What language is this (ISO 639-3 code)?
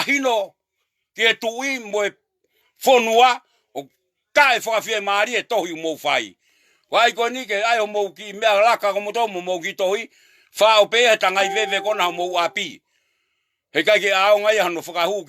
ton